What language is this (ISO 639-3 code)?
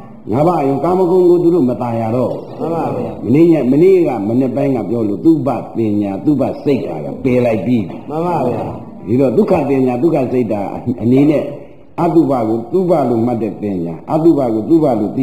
mya